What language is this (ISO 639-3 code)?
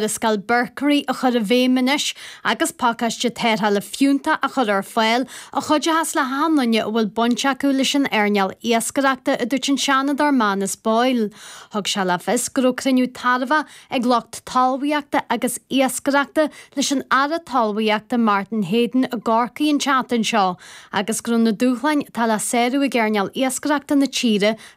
gle